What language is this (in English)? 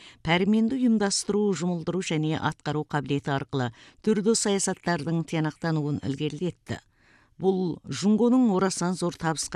Kazakh